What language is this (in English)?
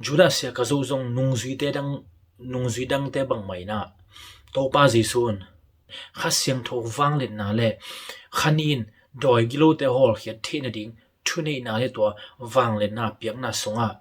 Tedim Chin